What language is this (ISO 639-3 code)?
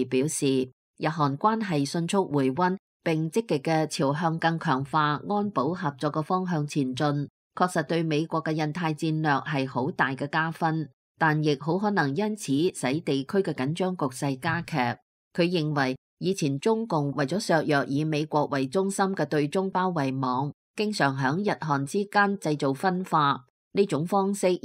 yue